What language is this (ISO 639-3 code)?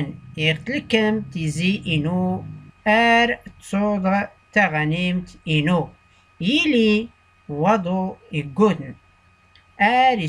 shi